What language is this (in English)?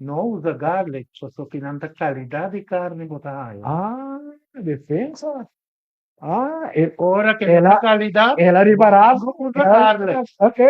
Papiamento